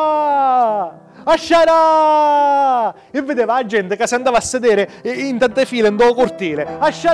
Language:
Sicilian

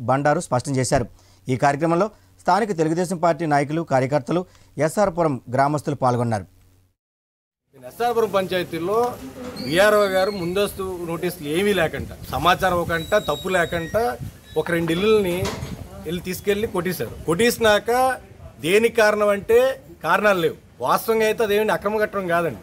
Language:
Telugu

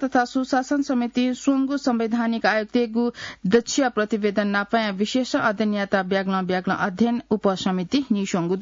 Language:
Newari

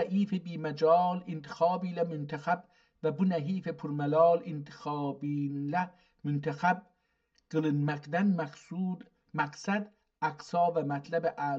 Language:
South Azerbaijani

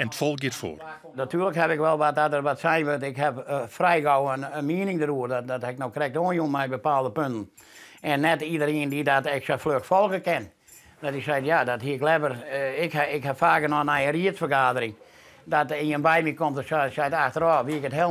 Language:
Western Frisian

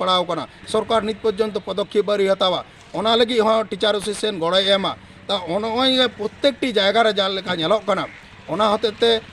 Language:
Santali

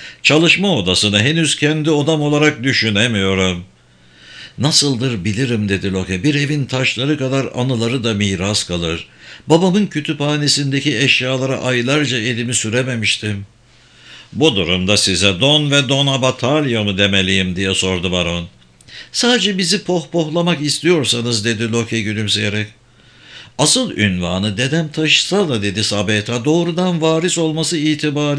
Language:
Turkish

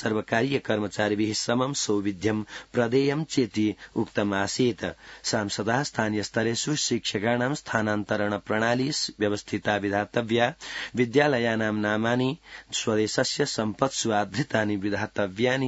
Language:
Sanskrit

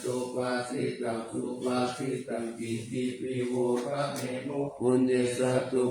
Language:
Pali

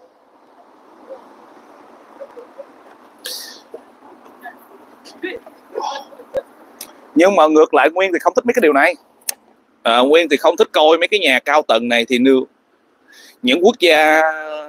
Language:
Vietnamese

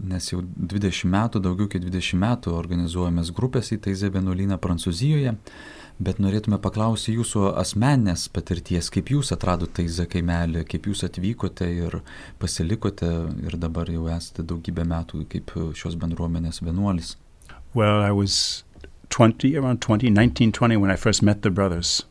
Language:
Lithuanian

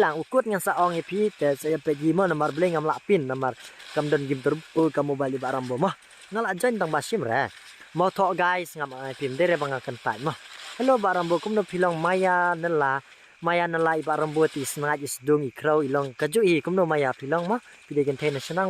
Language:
Khasi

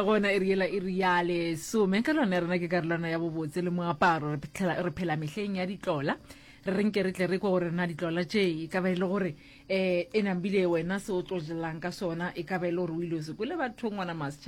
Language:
Northern Sotho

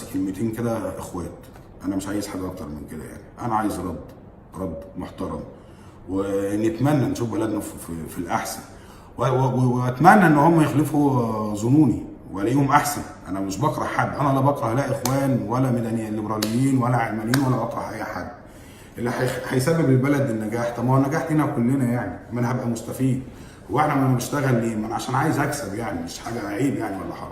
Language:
Egyptian Arabic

